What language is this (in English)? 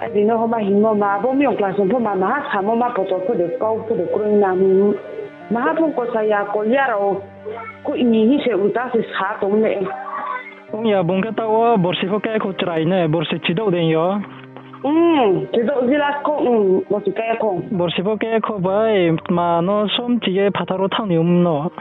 Riang (India)